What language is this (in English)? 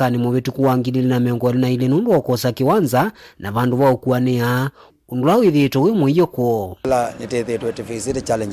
Kamba